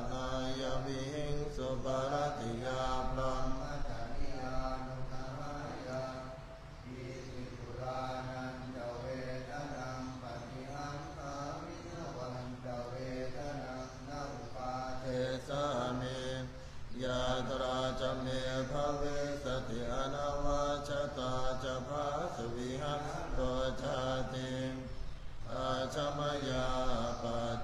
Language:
Pali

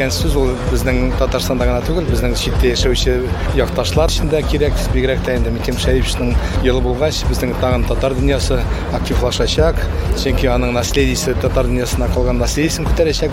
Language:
Tatar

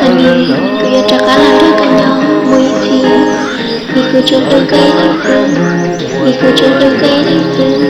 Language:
Hmong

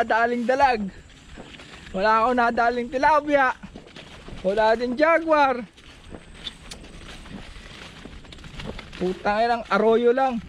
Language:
Filipino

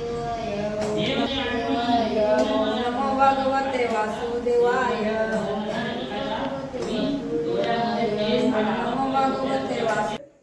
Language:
Marathi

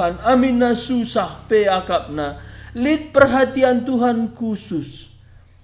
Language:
Batak Karo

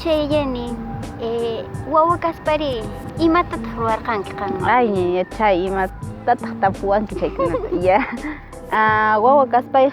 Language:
Quechua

